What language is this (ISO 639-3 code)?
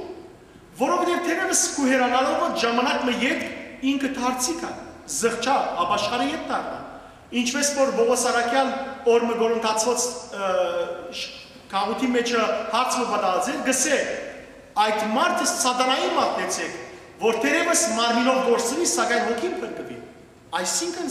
hyw